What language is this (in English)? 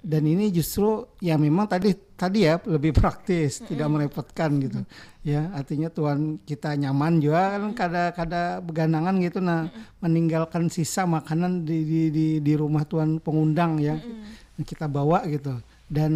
Banjar